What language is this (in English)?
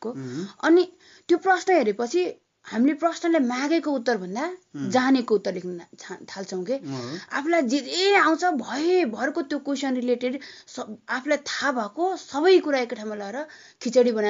Nepali